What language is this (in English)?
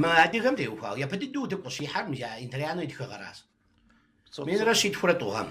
Kabardian